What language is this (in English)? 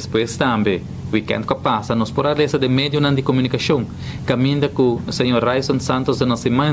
Papiamento